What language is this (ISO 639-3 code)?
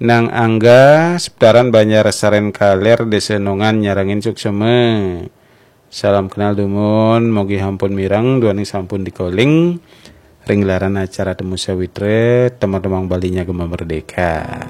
ban